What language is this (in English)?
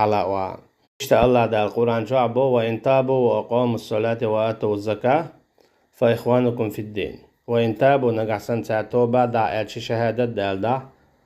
Chechen